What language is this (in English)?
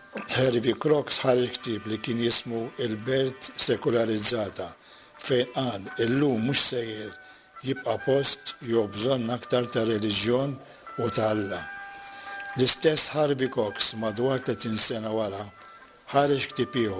Maltese